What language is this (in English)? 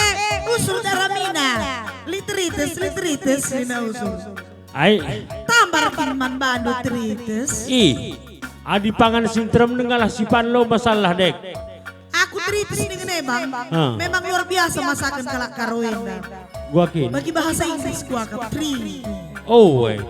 Batak Karo